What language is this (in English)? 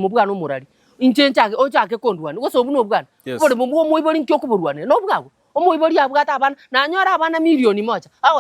Gusii